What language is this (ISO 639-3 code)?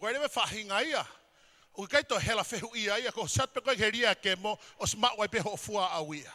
ton